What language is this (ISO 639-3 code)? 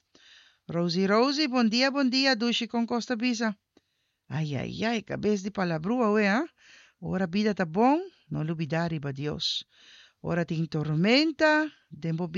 pap